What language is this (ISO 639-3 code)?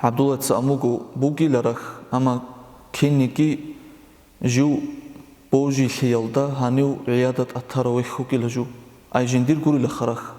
ava